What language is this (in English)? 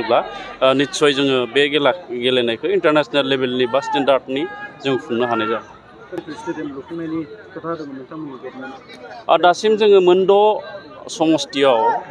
Bodo